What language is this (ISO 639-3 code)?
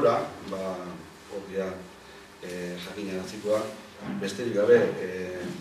eus